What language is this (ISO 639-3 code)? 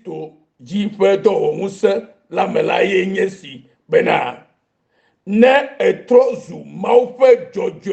ewe